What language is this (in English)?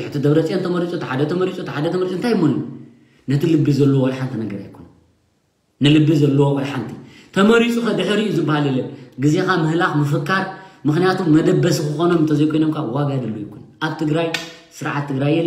Tigrinya